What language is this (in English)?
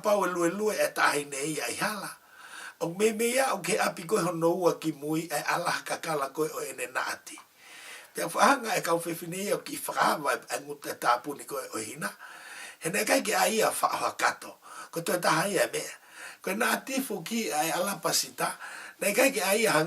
Tongan